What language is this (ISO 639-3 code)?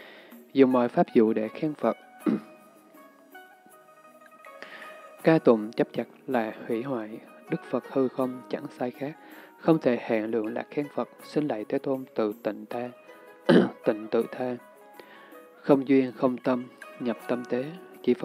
vie